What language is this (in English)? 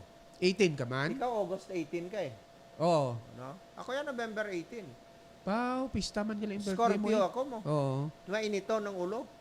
Hiligaynon